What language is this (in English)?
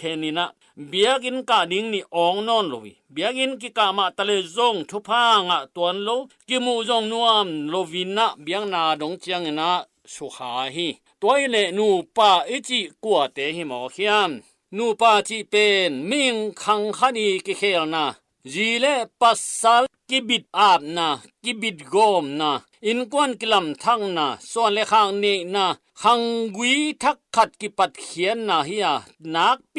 Tedim Chin